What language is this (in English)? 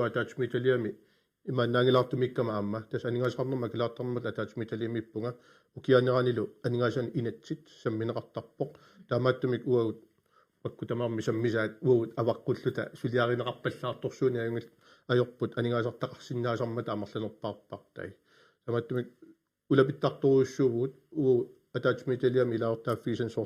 Kalaallisut